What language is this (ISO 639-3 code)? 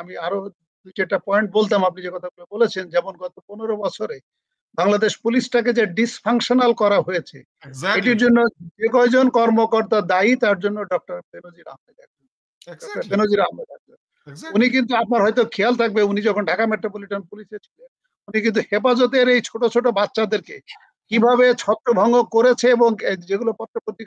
ben